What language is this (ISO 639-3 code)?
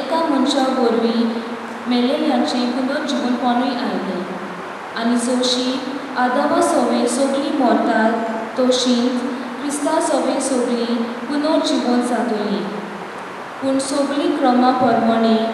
kok